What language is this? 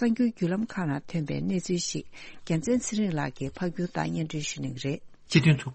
Tibetan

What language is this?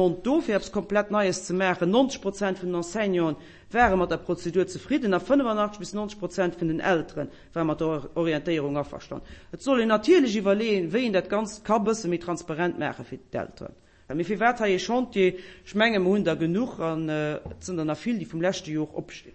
Luxembourgish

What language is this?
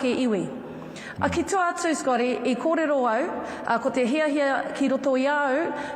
Māori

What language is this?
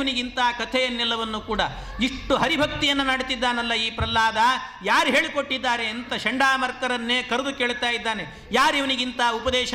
Kannada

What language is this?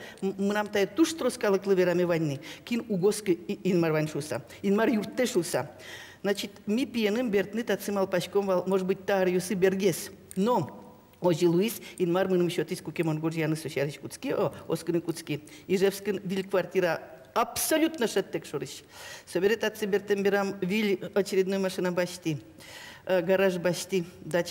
Udmurt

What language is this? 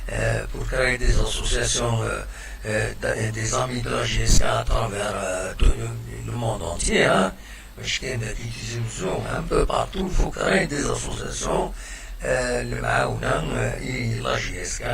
Kabyle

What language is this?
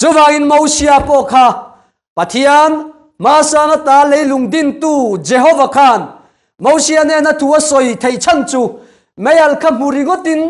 Mizo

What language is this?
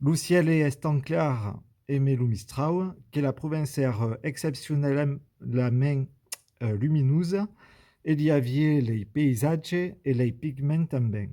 Occitan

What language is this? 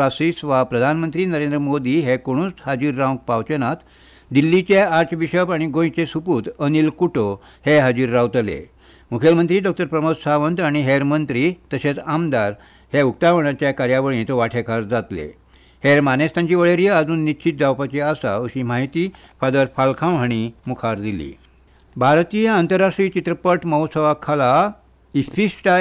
Konkani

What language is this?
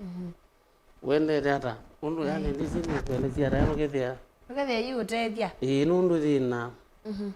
Kamba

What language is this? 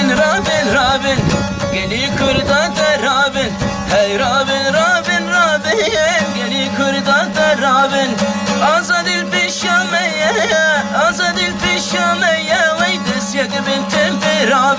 Kurdish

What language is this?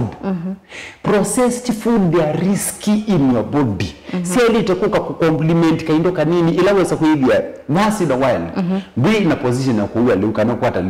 Kamba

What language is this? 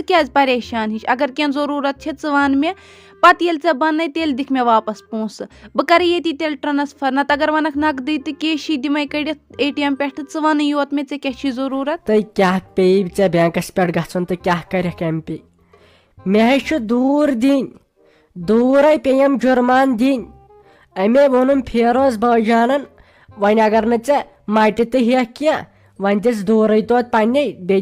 Kashmiri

